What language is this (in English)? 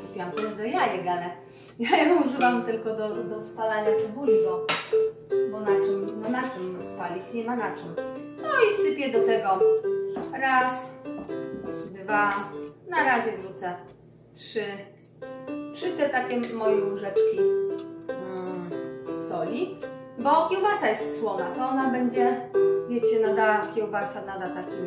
Polish